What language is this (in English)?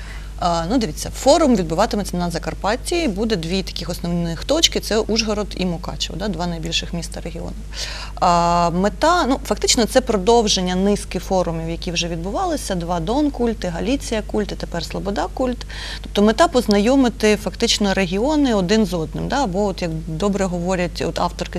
Ukrainian